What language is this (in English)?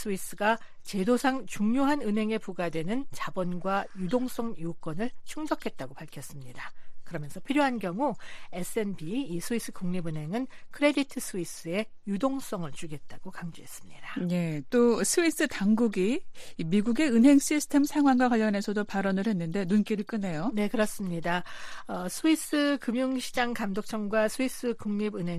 Korean